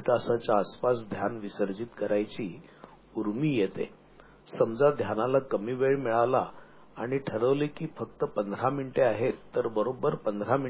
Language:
Marathi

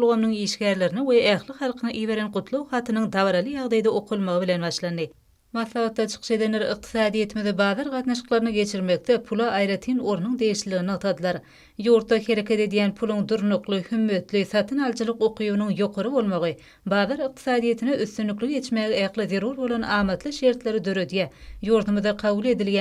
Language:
Turkmen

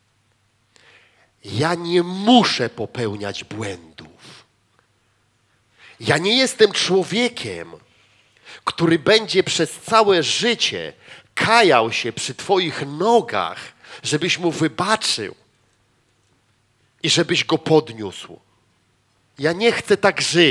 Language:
Polish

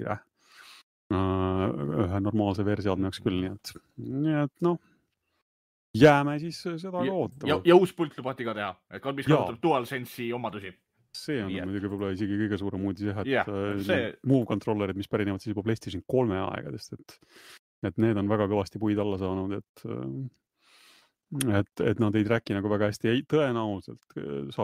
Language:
Estonian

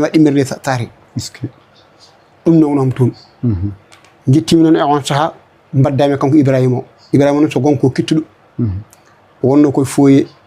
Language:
Fula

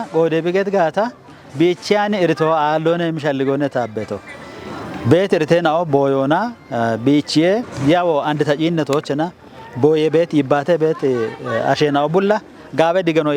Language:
Kafa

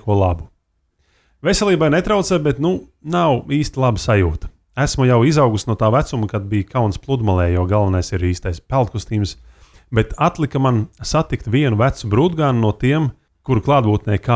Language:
Latvian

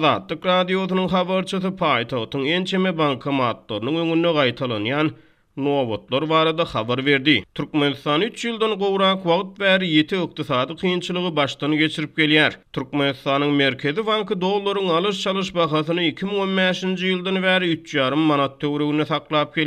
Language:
Turkmen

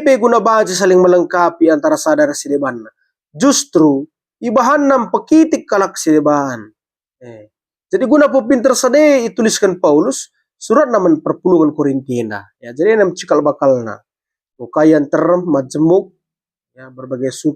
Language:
Batak Karo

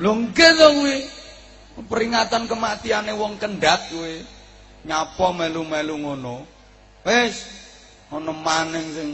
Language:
Javanese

